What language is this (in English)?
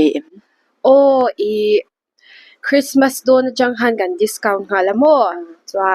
Mizo